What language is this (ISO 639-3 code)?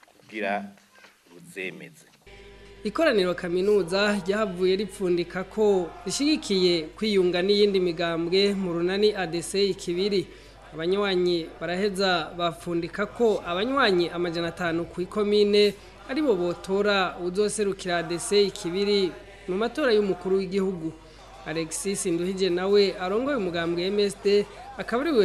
run